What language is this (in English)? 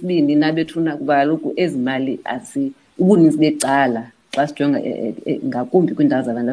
Xhosa